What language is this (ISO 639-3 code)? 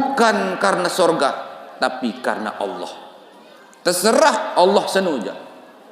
sas